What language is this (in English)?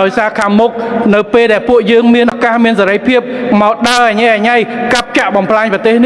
Khmer